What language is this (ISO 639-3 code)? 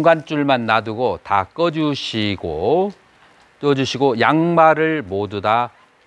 kor